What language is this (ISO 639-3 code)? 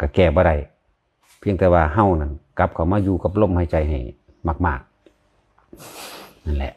tts